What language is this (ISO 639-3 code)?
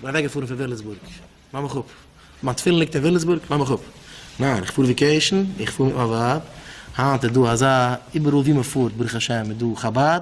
yid